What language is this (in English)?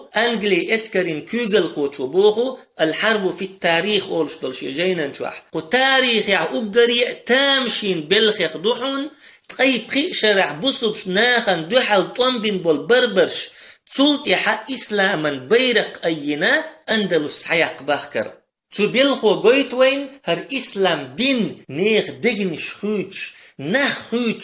Chechen